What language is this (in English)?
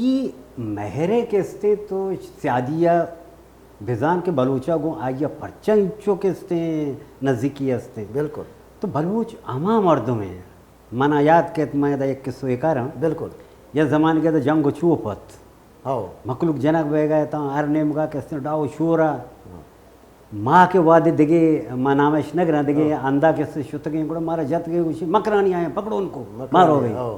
Baluchi